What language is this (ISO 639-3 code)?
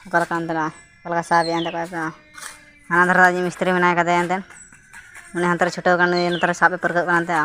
sat